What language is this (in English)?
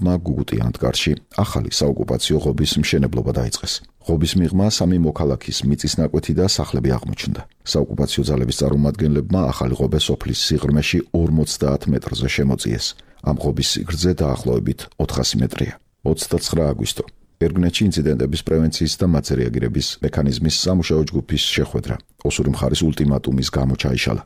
Georgian